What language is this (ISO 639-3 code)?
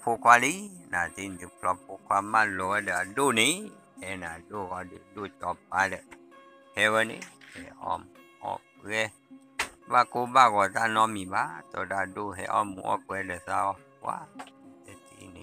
ksw